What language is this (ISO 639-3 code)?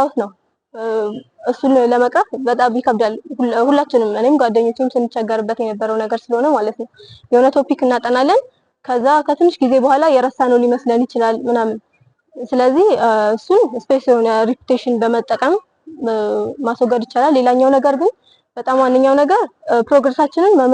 amh